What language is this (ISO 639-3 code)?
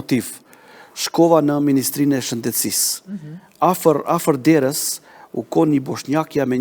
sqi